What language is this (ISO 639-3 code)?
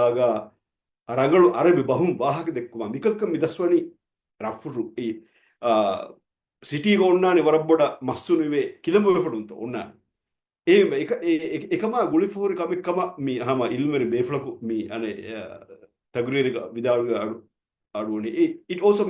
div